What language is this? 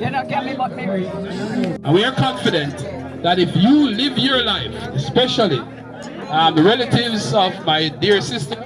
Jamaican Creole English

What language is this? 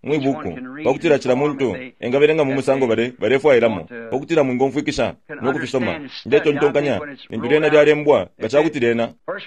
Bemba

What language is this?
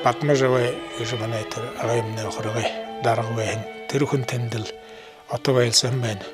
Buriat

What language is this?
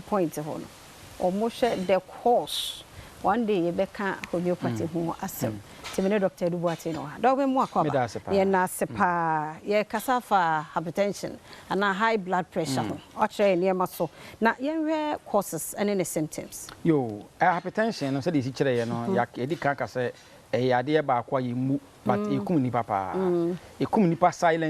Akan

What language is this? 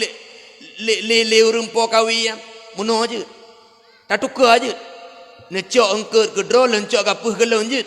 Achinese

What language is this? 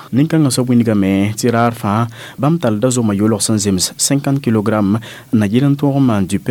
Mossi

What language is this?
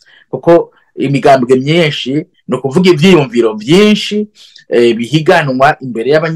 Rundi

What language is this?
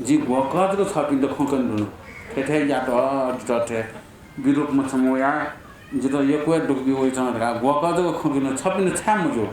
Newari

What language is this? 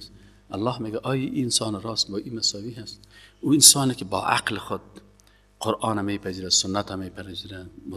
Persian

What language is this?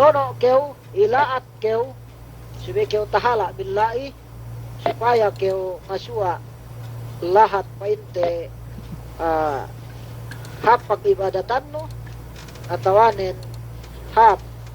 Yakan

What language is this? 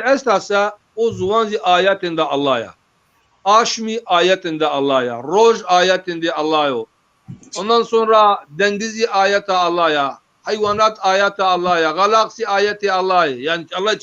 Zaza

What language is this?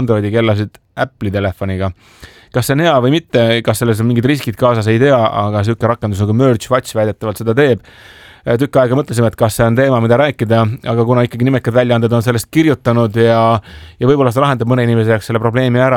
Estonian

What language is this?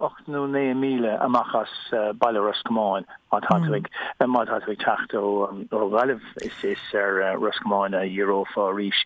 Irish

